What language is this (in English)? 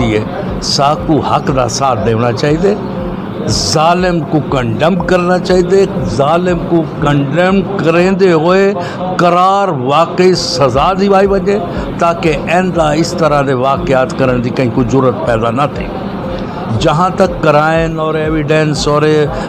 Saraiki